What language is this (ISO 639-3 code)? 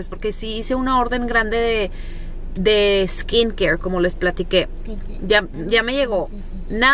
spa